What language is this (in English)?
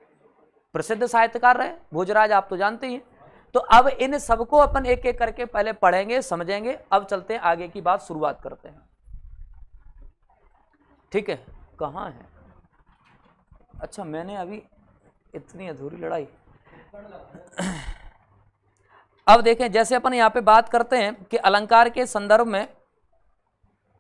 Hindi